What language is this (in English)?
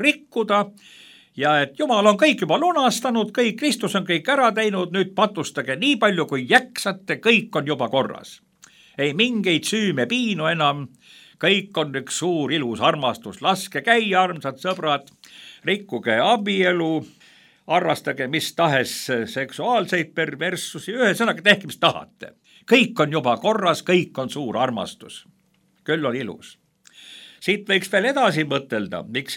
Estonian